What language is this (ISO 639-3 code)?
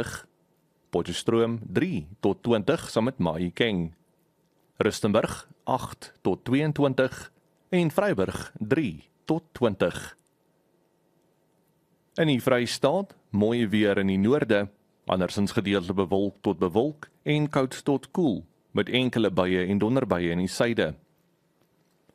afr